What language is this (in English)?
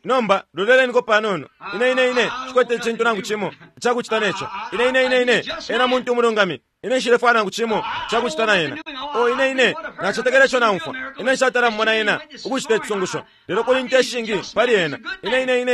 Bemba